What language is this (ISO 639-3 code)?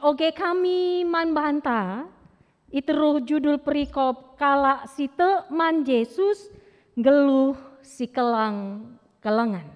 btx